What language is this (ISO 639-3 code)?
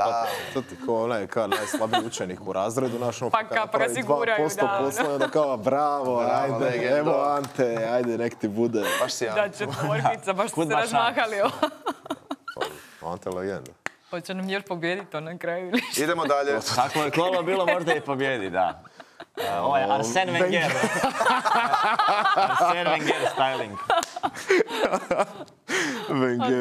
hrv